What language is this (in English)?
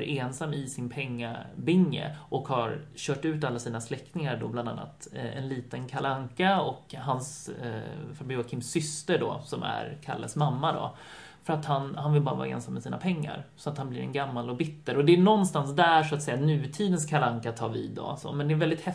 Swedish